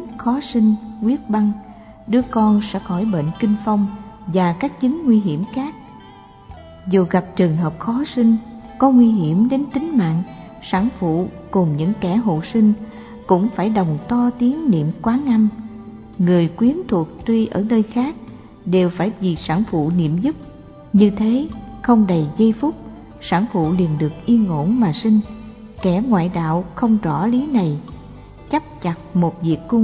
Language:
Vietnamese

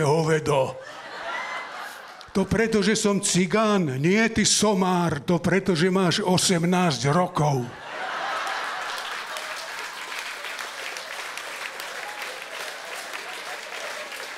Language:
Slovak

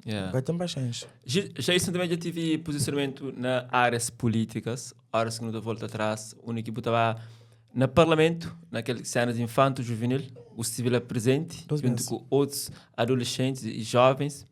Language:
Kabuverdianu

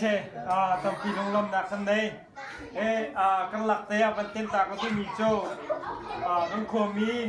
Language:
Hakha Chin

